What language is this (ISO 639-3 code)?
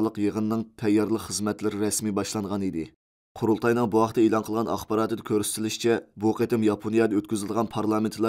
uig